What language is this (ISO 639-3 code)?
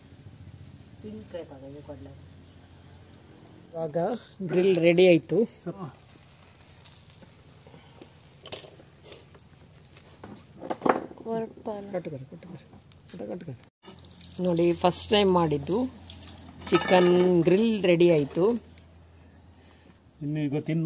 kan